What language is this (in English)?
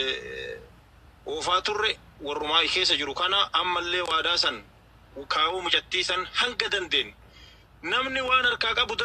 Oromo